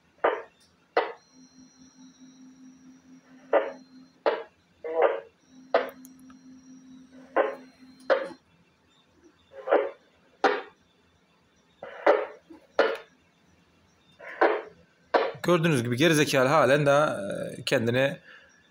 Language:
Turkish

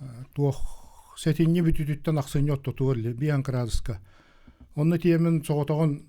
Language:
Yakut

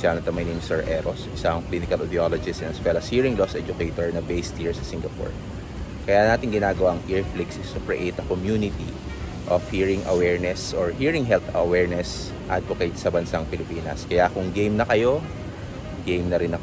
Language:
Filipino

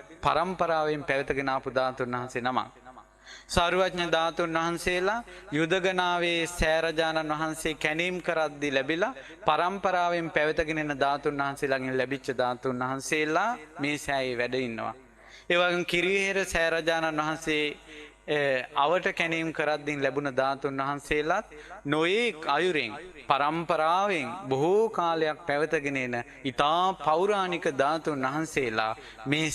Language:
Sinhala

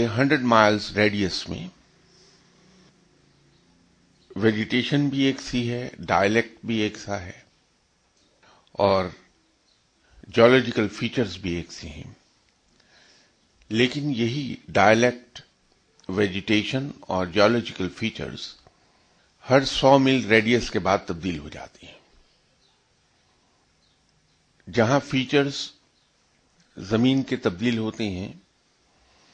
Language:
Urdu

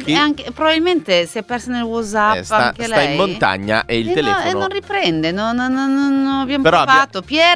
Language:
Italian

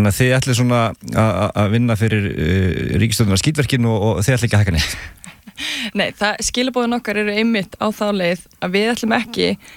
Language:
Icelandic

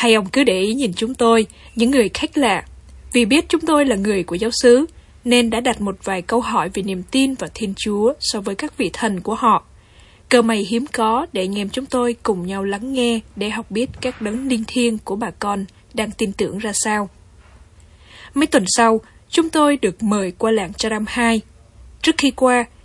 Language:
Vietnamese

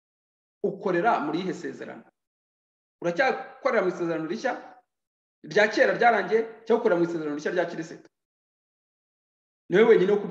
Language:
Kinyarwanda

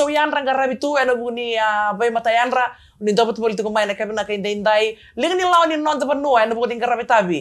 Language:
Fijian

